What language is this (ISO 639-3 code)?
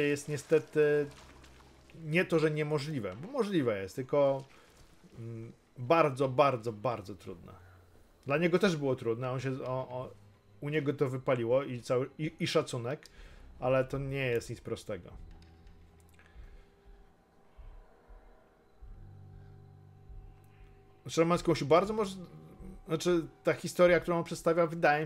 pol